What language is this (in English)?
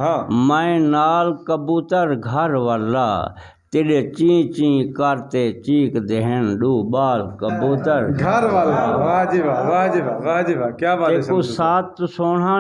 Saraiki